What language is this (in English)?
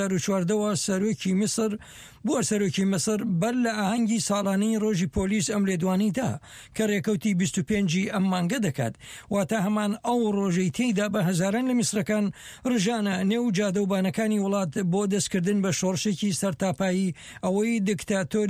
Central Kurdish